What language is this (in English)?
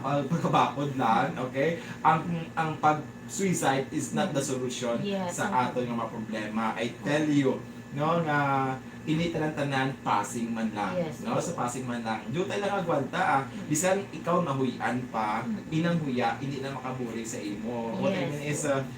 Hiligaynon